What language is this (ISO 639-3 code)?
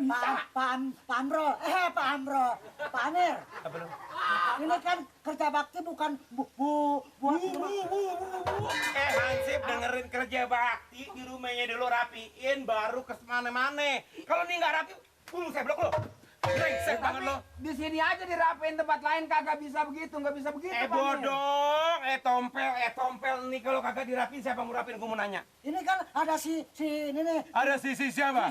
bew